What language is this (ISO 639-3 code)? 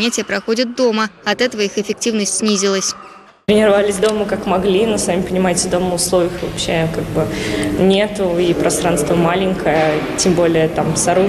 rus